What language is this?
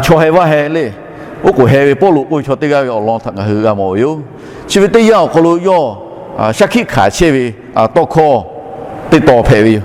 Lahu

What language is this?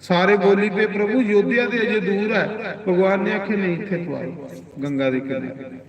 Dogri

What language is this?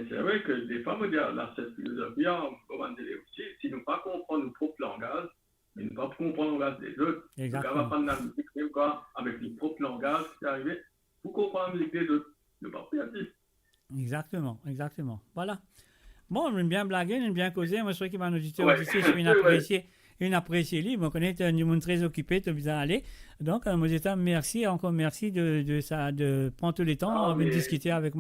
Morisyen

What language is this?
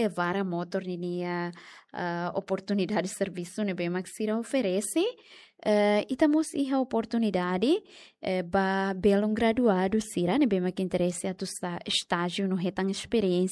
Tetum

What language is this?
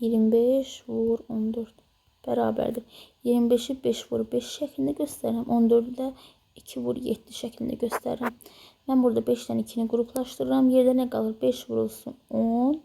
Azerbaijani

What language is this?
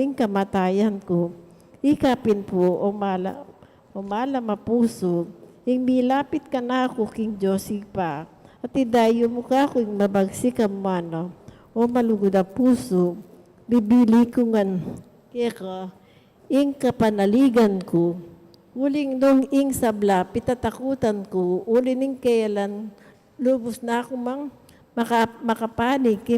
Pampanga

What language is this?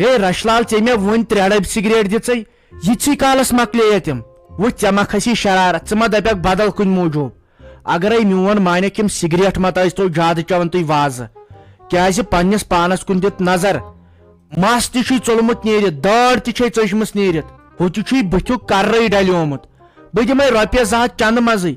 Kashmiri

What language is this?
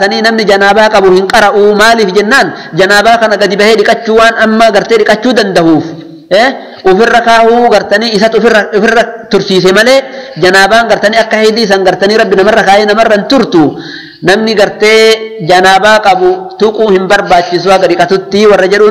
Oromo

